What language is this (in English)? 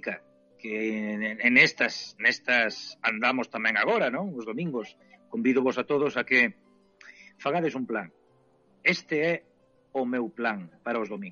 Galician